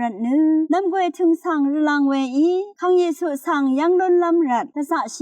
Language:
Rawang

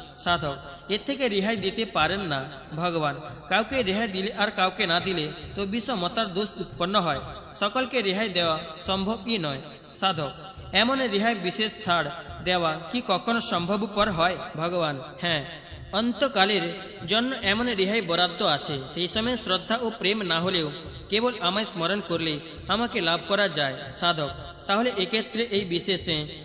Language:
Bangla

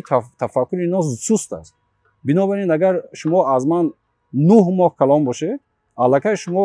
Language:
Tajik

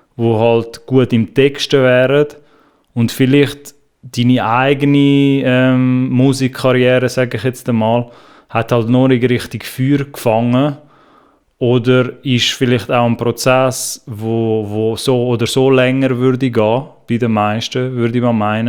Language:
Swiss German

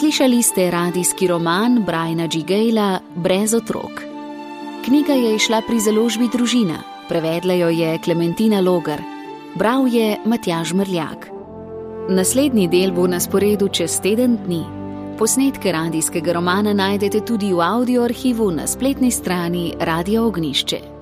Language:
Slovenian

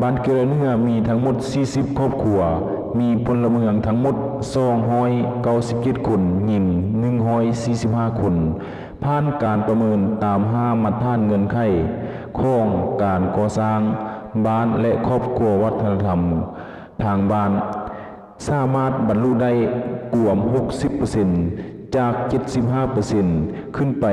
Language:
Lao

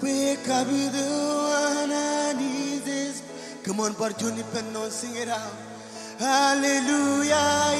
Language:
Marshallese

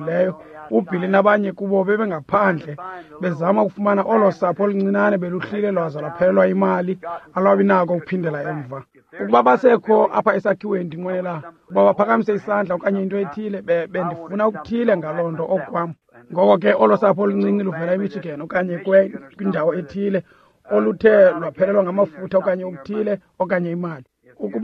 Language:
Xhosa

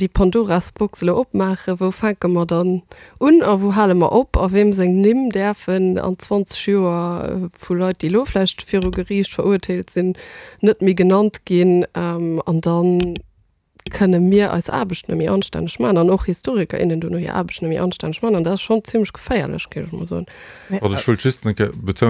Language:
Luxembourgish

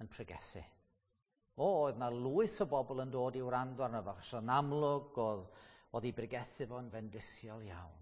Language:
Welsh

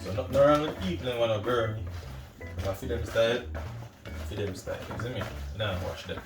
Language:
Jamaican Creole English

